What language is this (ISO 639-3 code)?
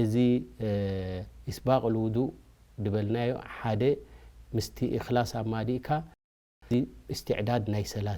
tir